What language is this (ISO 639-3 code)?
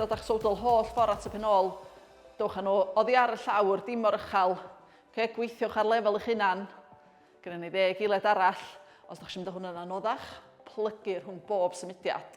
cym